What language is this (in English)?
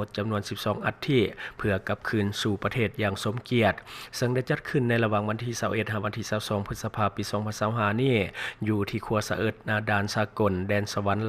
Lao